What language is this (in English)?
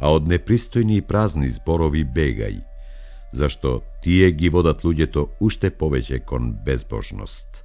Macedonian